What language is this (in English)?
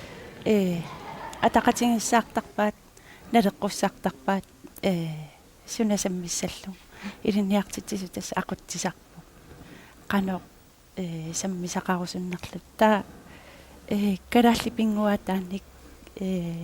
Kalaallisut